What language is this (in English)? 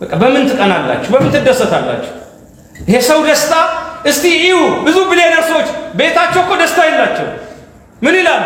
Amharic